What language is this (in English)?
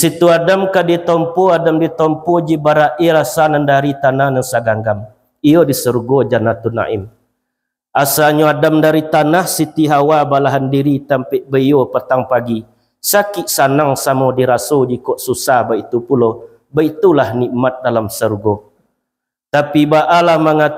Minangkabau